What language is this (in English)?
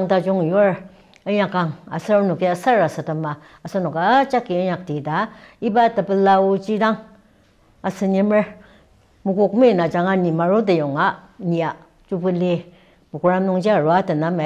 Ao Naga